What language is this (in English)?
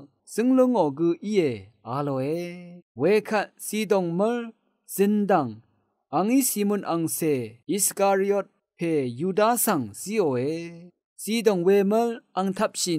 Rawang